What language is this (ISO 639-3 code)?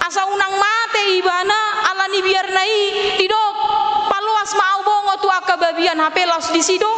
bbc